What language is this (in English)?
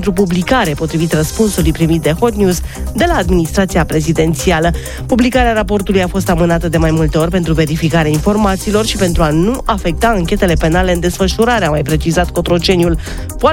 Romanian